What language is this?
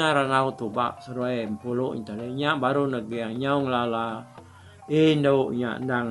Iban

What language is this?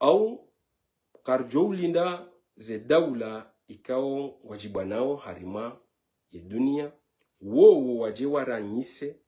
Ngazidja Comorian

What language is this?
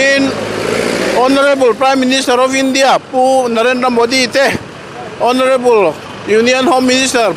Mizo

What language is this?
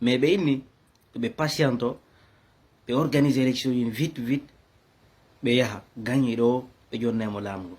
Fula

